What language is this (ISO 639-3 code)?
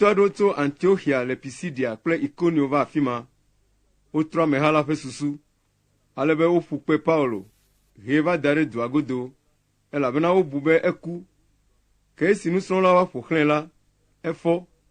ewe